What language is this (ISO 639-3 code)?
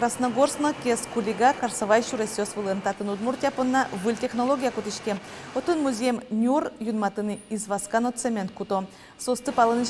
udm